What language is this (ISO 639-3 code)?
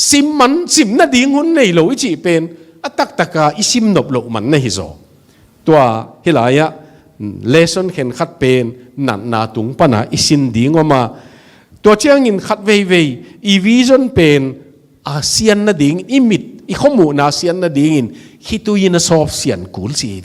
ctd